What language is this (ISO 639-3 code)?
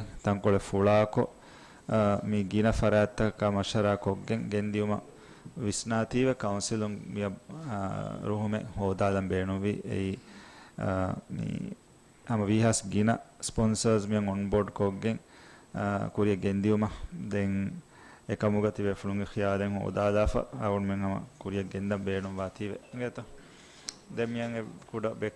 div